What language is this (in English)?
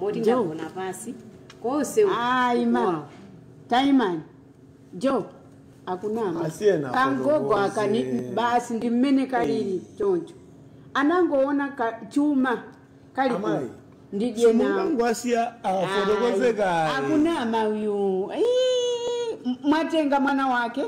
Nyanja